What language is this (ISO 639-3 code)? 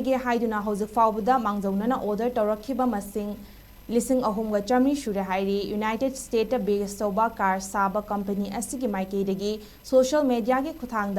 mni